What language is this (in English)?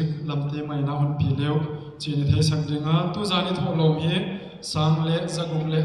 Paite Chin